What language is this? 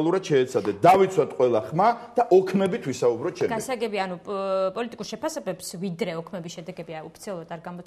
Georgian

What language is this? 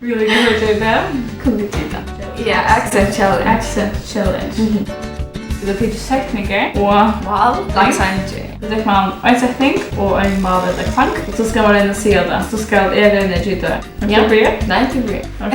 Faroese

